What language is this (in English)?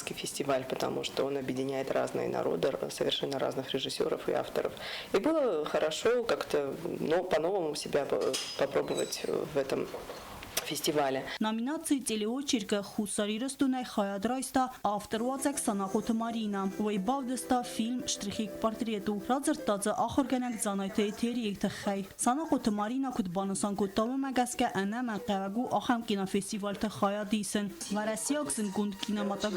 Ossetic